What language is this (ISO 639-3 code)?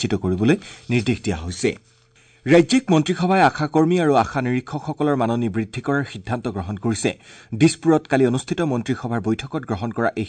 asm